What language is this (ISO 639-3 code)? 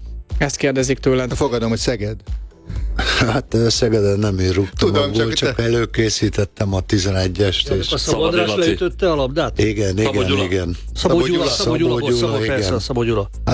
hun